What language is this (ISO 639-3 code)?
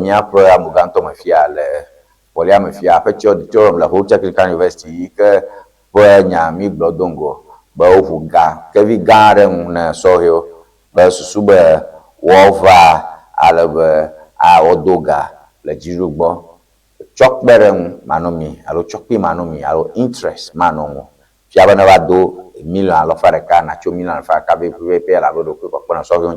ewe